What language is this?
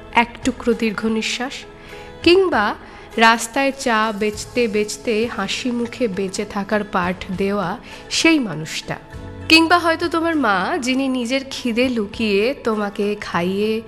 Bangla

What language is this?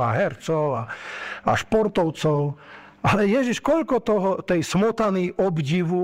Slovak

